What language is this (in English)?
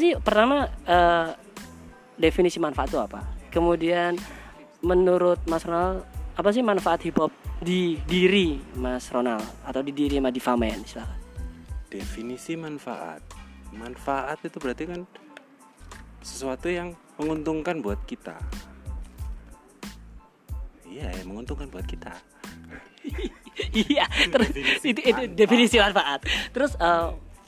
Indonesian